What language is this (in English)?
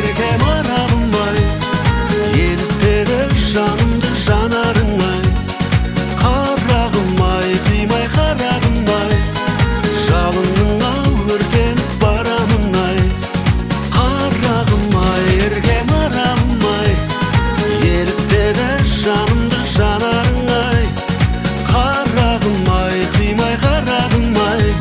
Kazakh